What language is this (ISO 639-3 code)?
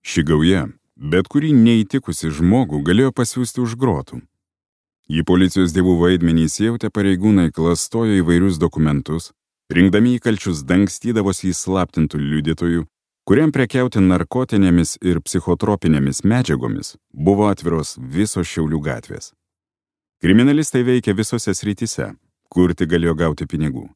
lit